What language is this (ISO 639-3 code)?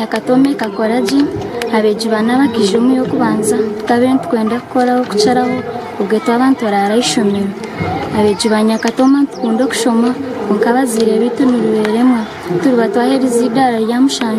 nyn